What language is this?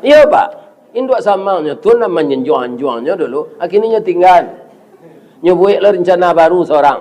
Minangkabau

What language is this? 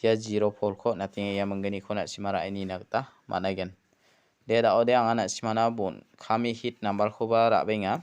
Garo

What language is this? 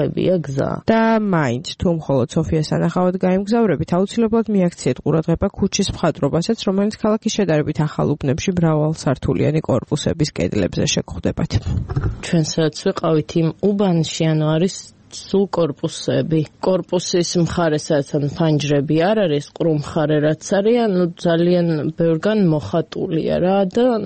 Georgian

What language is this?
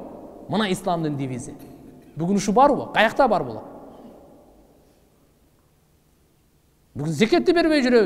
Kyrgyz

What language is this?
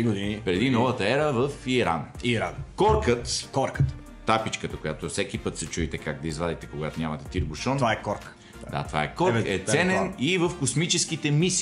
Bulgarian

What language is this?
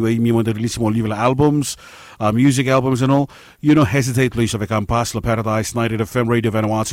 Bislama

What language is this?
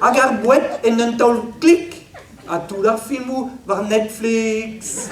Breton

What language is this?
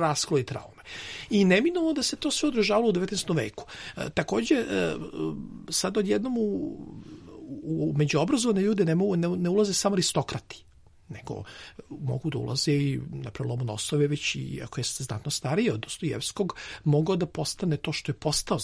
Serbian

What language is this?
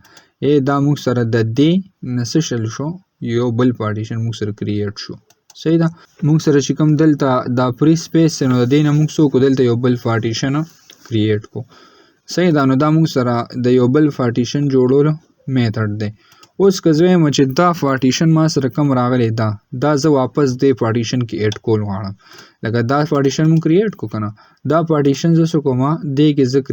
Pashto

